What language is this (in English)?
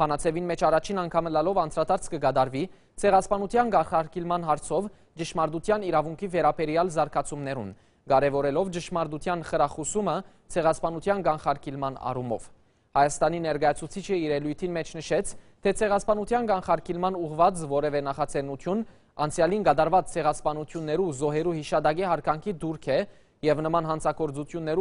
Western Armenian